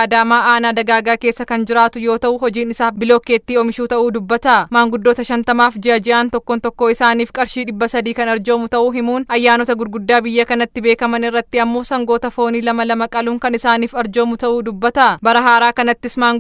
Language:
Oromo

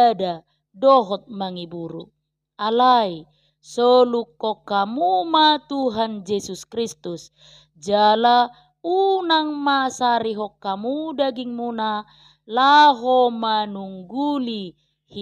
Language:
Batak Toba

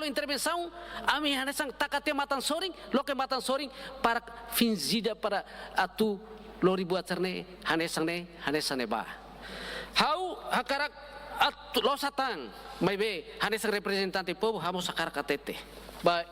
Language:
Tetum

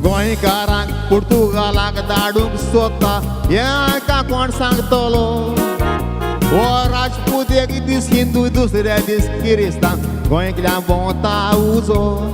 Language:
Konkani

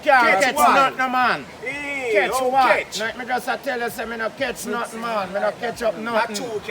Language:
Jamaican Creole English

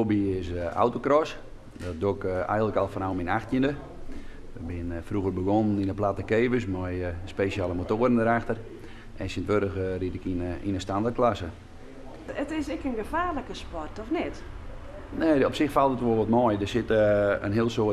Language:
Western Frisian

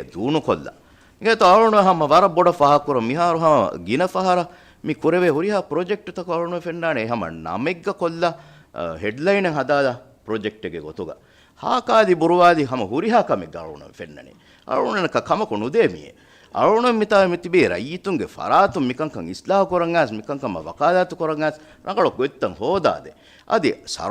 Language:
Divehi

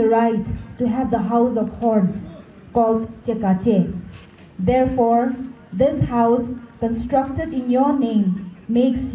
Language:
Chokri Naga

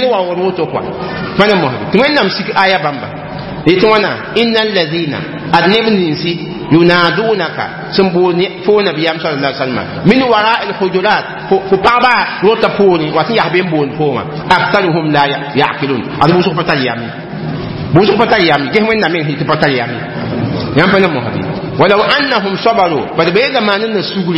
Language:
Mossi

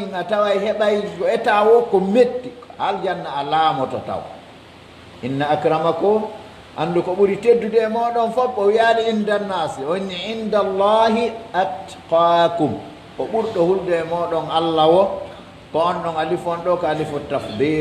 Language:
Pular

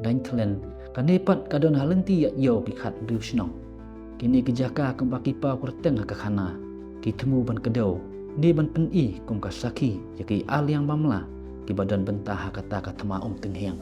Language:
Khasi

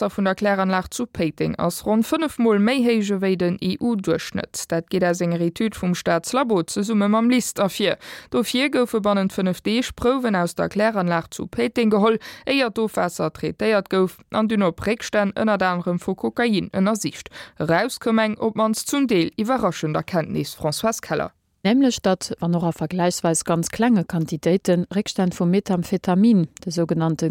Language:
Luxembourgish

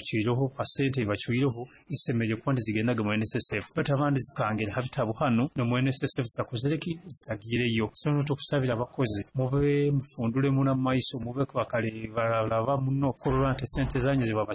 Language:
Nyoro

